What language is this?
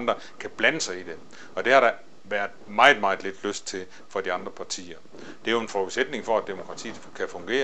Danish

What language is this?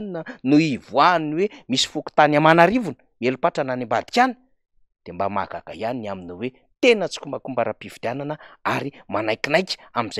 Malagasy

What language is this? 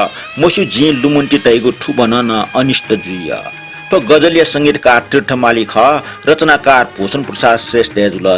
Newari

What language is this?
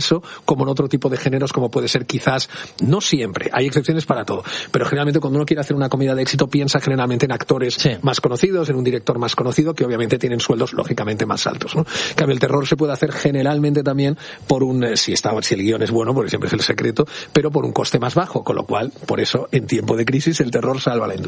Spanish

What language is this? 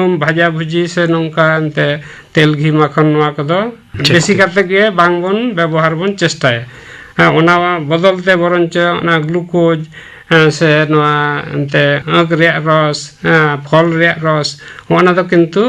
Santali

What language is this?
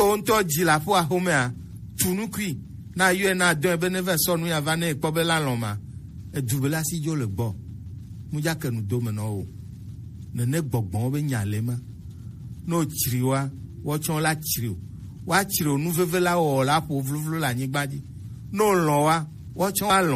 Gen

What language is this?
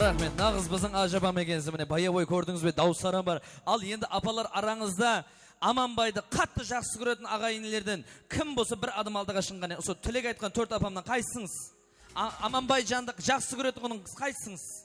Kara-Kalpak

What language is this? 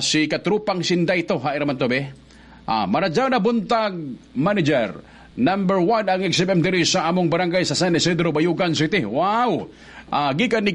Cebuano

